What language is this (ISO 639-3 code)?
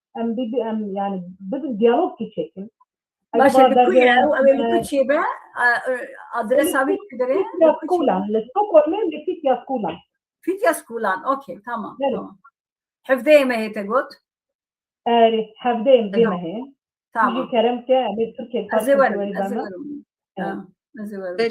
kur